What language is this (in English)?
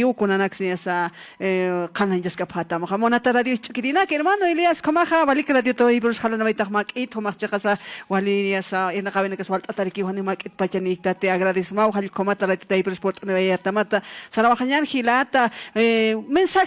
Aymara